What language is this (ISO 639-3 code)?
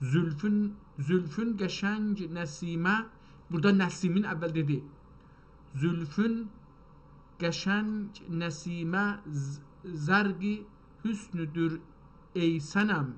azb